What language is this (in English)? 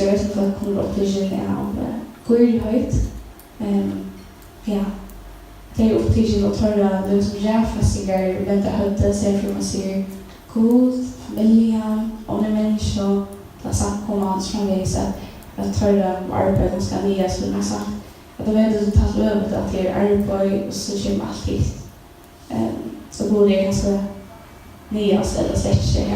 Faroese